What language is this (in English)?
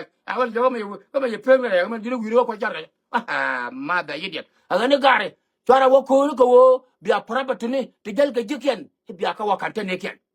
Nuer